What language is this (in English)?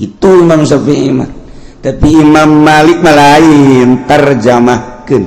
Sundanese